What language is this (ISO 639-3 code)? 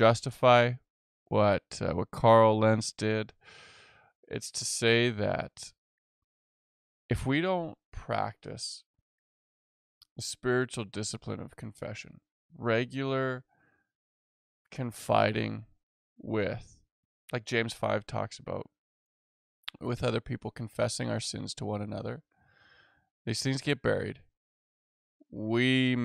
eng